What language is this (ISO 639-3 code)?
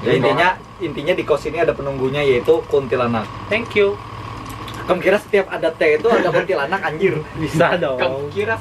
bjn